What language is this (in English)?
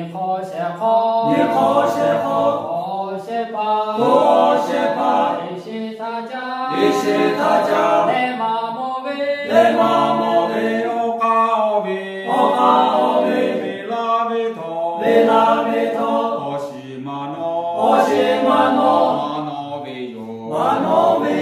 Lahu